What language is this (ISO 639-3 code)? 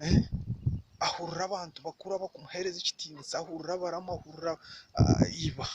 nyn